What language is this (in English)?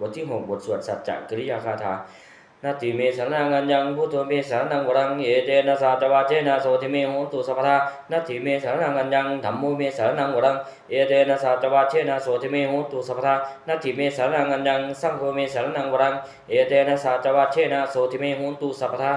Pali